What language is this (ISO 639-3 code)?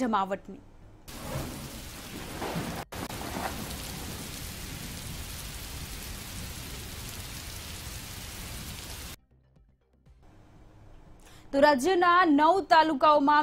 guj